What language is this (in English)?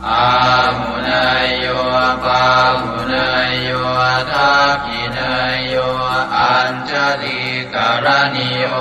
Pali